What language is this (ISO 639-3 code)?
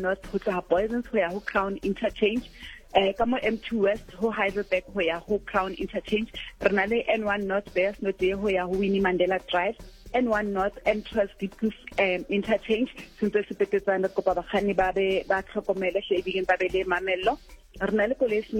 sot